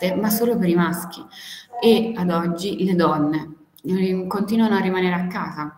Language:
Italian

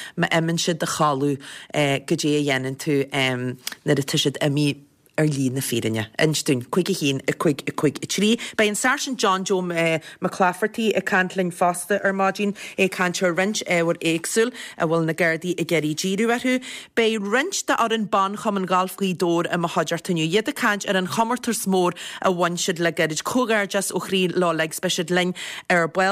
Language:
Irish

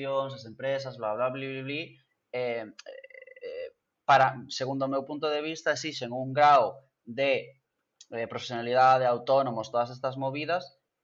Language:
Galician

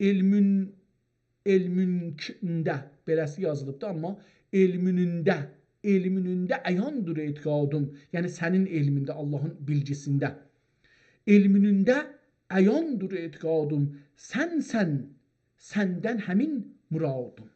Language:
South Azerbaijani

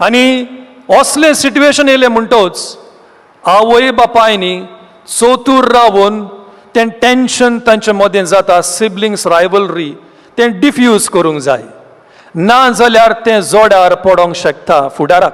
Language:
Konkani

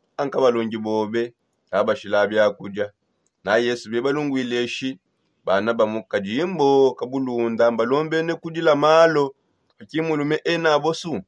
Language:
Songe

